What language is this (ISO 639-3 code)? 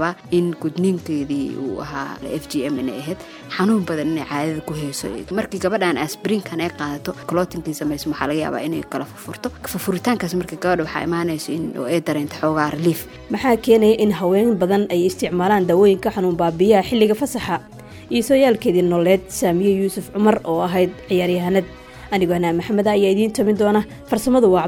som